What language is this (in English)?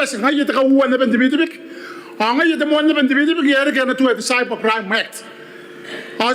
Gilbertese